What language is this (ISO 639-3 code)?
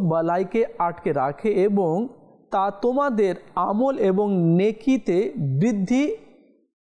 ben